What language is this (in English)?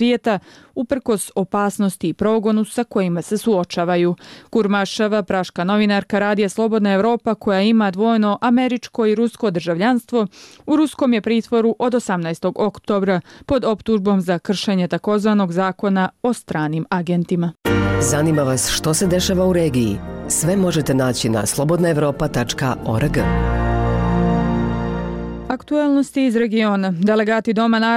Bosnian